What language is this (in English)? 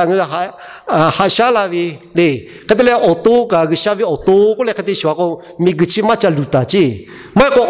Lahu